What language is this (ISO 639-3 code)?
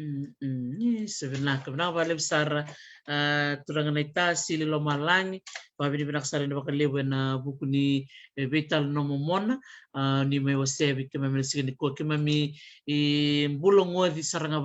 fij